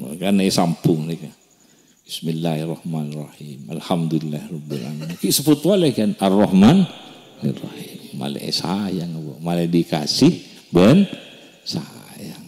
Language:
Madurese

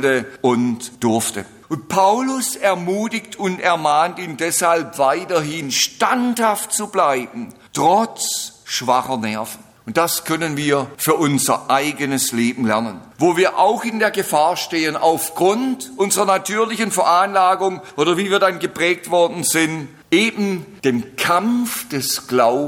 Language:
German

